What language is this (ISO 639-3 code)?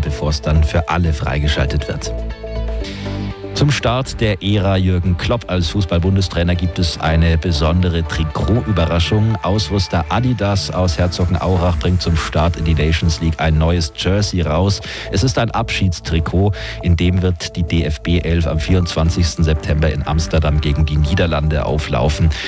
deu